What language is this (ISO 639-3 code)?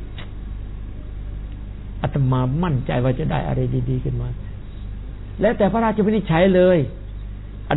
tha